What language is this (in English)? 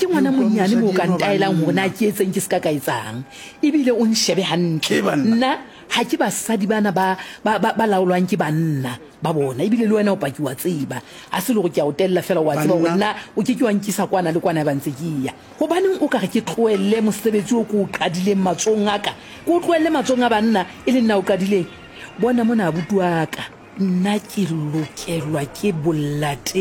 Southern Sotho